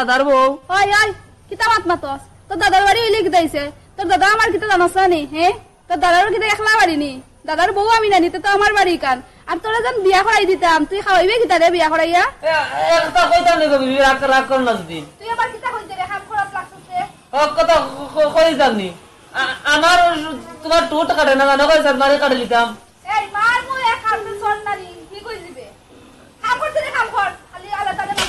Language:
Sylheti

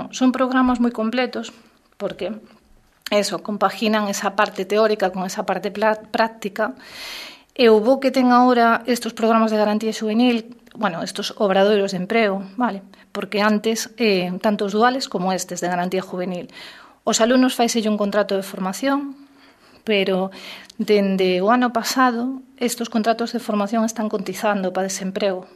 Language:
Galician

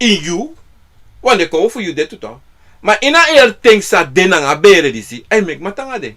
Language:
Sranan Tongo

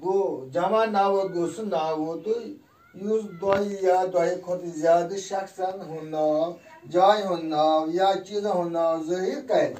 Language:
Kashmiri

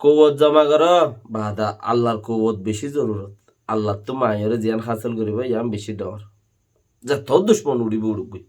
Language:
Rohingya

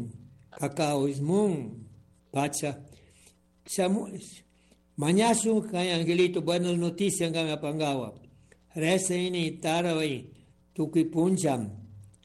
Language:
Chimborazo Highland Quichua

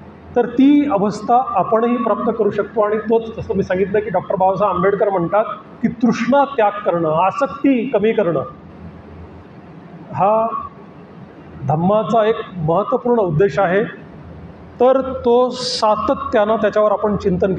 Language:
Marathi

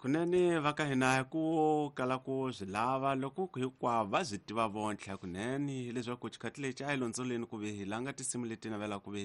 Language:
Tsonga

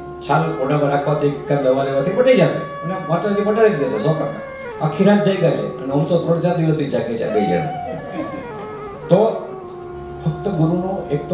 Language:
Gujarati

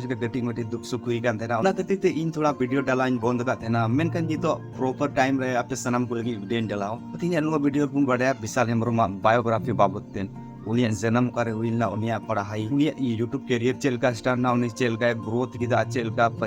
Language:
Santali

